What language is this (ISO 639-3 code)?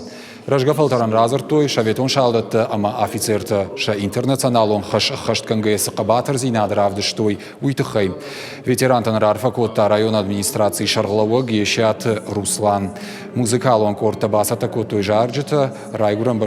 oss